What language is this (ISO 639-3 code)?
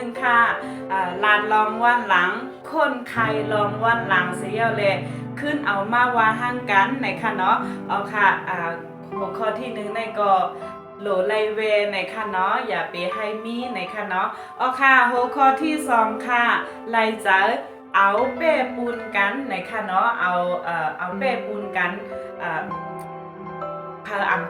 shn